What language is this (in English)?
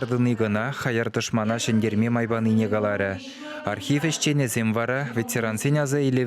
Chuvash